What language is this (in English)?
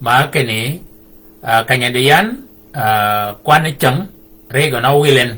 Shilluk